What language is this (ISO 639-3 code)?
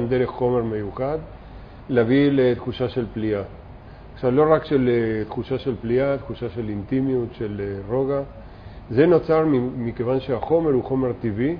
heb